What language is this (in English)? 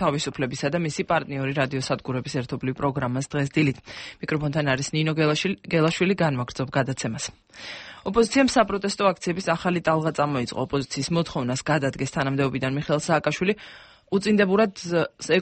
Georgian